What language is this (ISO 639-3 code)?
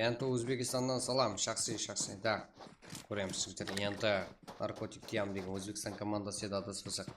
kaa